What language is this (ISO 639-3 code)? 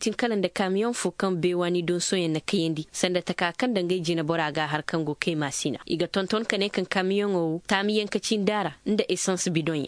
ses